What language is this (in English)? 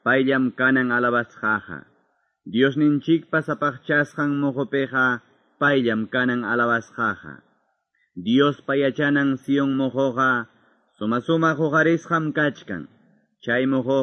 Quechua